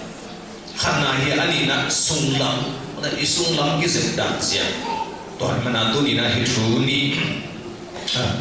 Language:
Tedim Chin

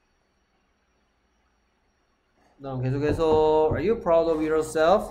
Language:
Korean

